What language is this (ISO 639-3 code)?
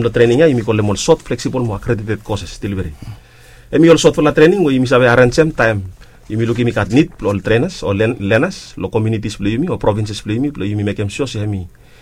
bis